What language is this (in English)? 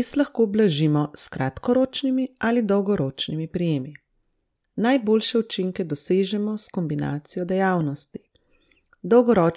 Slovenian